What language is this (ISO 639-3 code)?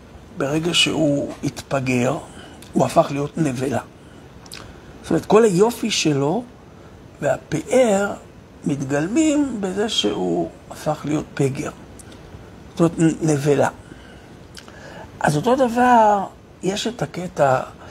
heb